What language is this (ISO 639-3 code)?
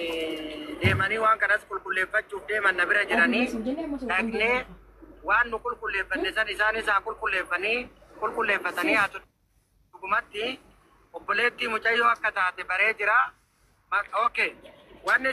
orm